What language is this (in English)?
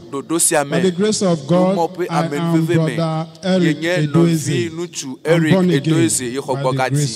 Ewe